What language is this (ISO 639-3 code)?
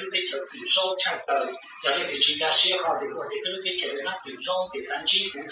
hmn